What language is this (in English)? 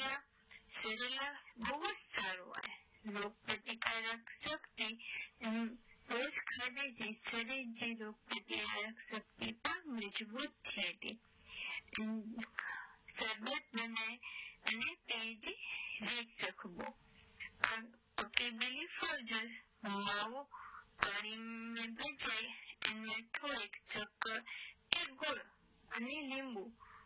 Gujarati